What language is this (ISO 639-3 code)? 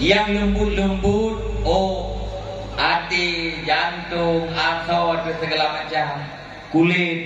ace